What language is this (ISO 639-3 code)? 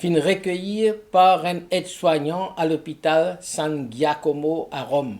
mfe